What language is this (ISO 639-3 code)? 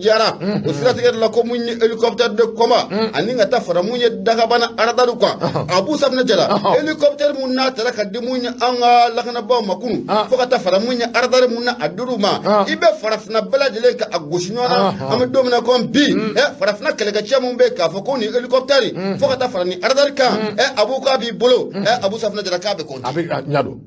bam